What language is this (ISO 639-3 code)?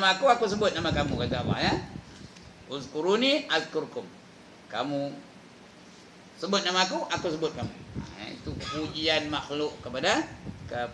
msa